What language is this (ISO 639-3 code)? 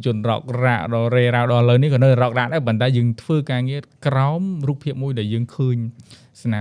khm